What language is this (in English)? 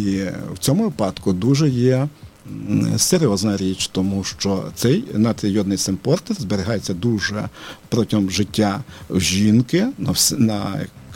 Ukrainian